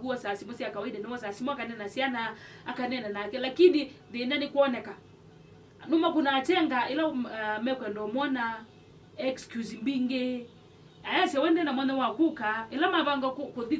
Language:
Kamba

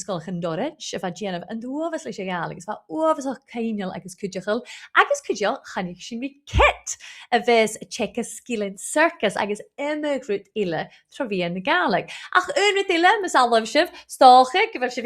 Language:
Scottish Gaelic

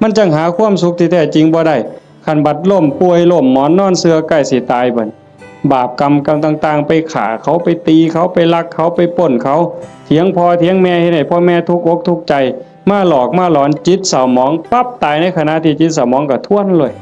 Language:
Northeastern Thai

